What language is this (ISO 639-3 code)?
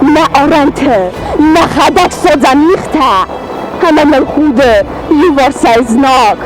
oss